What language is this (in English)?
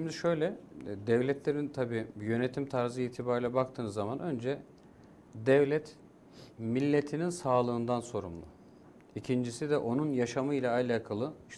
Turkish